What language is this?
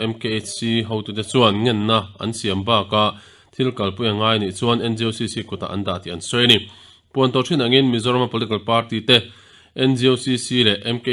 Mizo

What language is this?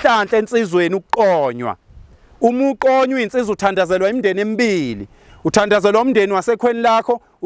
Zulu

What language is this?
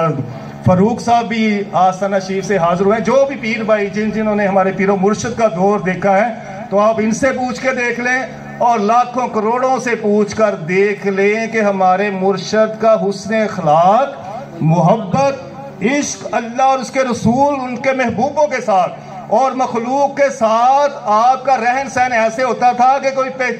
Urdu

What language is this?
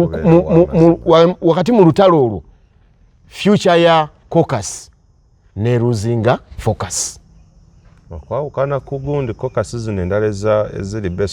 Ganda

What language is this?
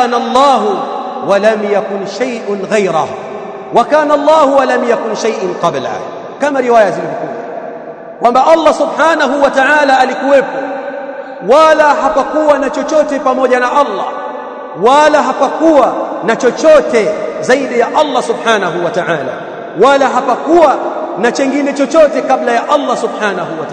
Swahili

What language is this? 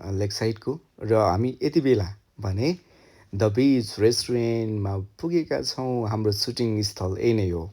Nepali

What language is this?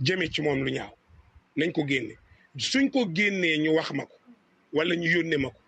Wolof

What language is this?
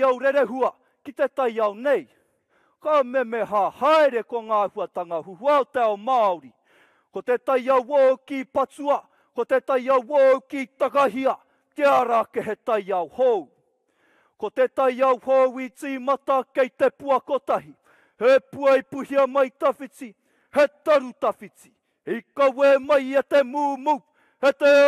Māori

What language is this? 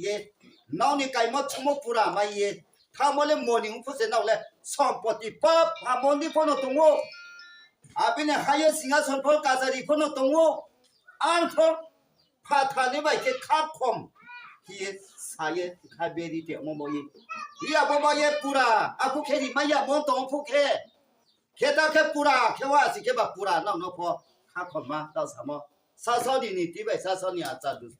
Riang (India)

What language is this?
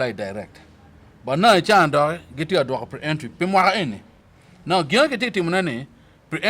Acoli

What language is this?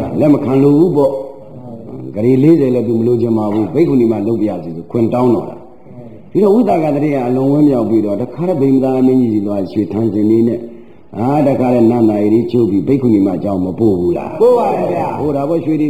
Burmese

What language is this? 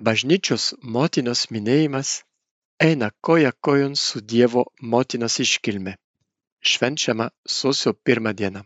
Lithuanian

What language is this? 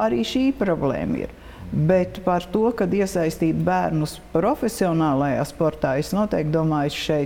Latvian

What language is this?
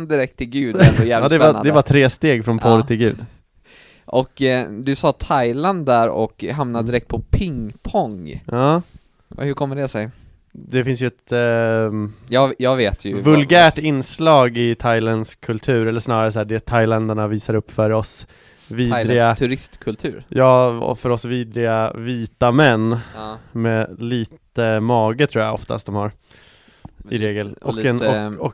Swedish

